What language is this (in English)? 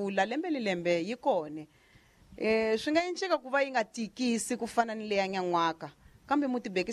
Tsonga